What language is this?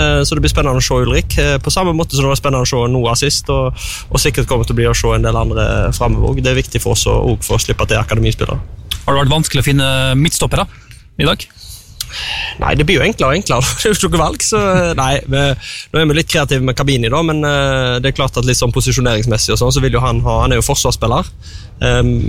Norwegian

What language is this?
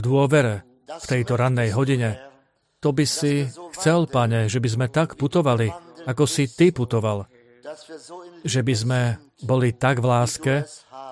Slovak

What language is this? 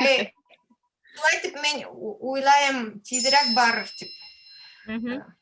Bashkir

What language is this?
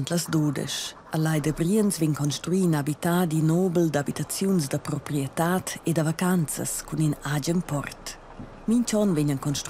Romansh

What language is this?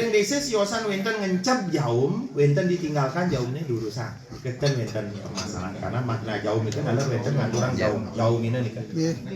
Balinese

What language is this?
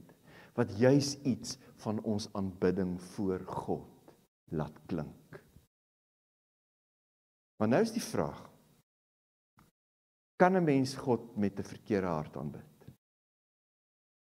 Afrikaans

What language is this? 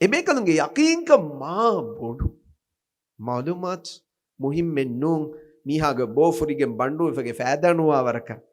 Divehi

